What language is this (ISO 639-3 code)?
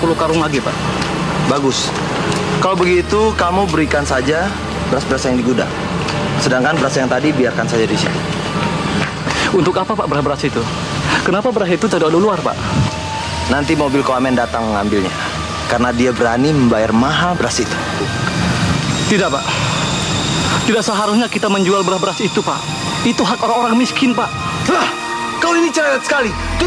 ind